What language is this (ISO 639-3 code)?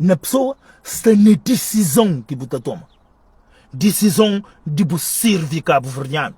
kea